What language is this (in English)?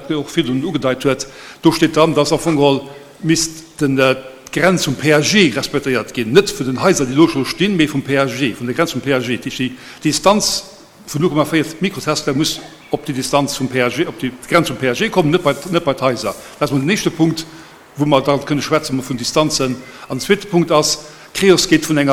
Luxembourgish